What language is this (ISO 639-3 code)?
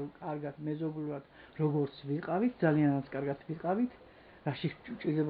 kat